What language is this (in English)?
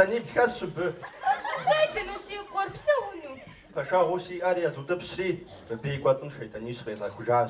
Kabardian